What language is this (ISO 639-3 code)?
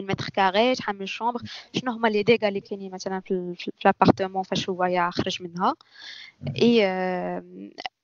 ary